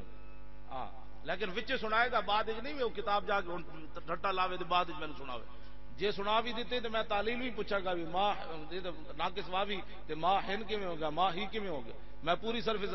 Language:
Western Panjabi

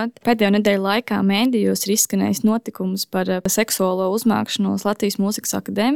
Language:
Latvian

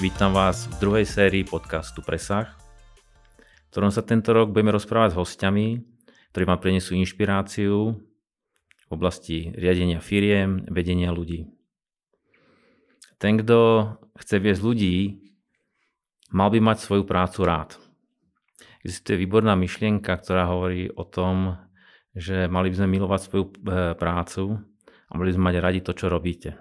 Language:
Slovak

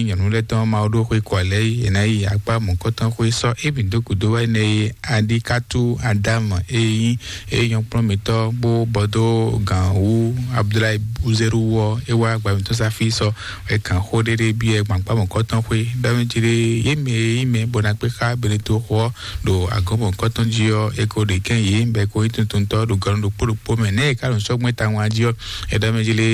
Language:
Fon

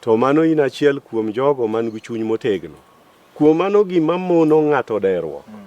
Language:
Luo (Kenya and Tanzania)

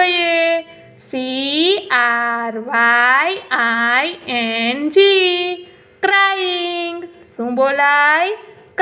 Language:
Gujarati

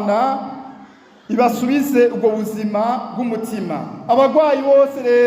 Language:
Rundi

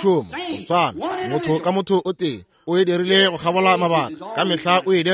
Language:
Northern Sotho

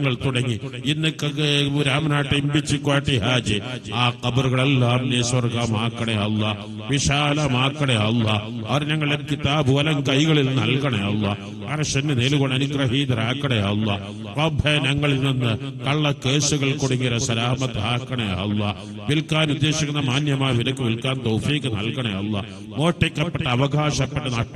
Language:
Malayalam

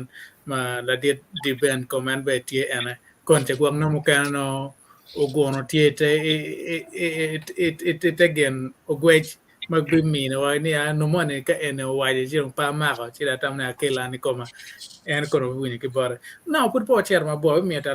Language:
Acoli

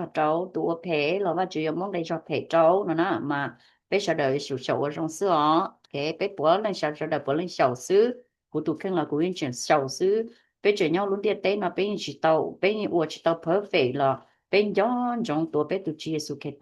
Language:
Hmong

